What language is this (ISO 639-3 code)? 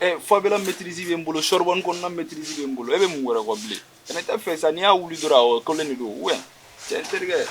bam